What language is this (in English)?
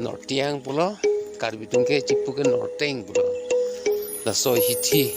Karbi